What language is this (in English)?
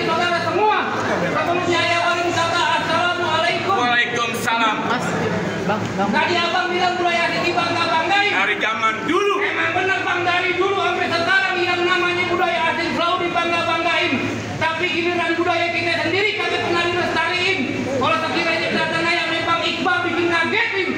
Betawi